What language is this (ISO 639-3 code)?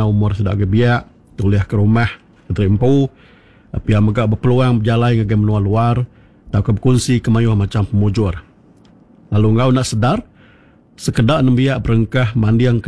iba